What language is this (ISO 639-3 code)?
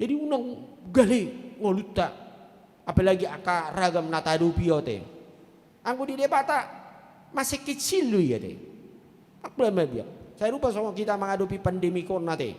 bbc